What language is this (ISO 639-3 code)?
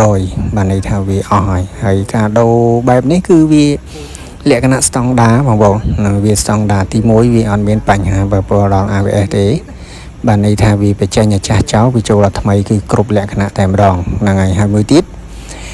khm